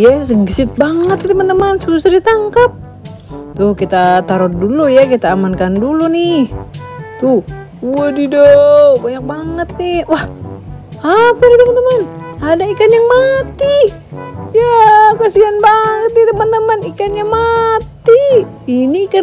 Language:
Indonesian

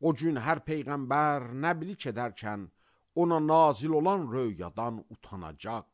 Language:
Azerbaijani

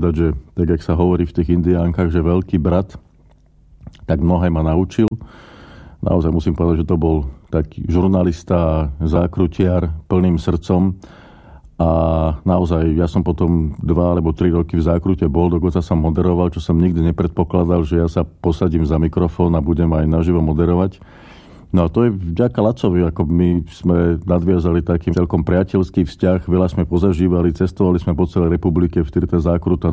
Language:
Slovak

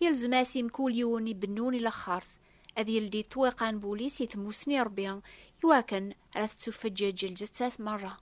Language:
Kabyle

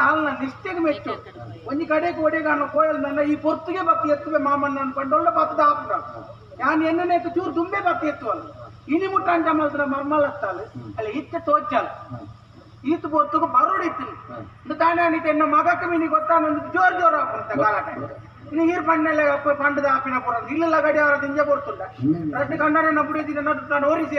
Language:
Tulu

